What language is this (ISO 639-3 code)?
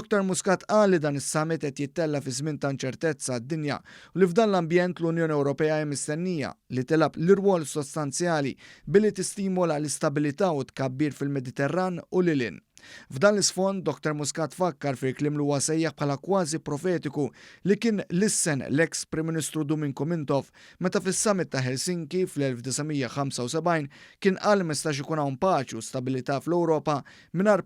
mlt